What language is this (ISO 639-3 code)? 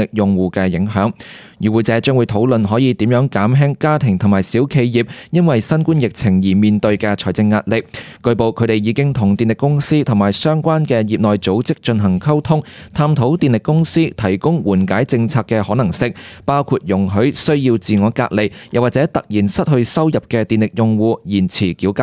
yue